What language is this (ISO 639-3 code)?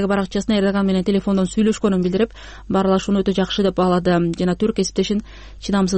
kir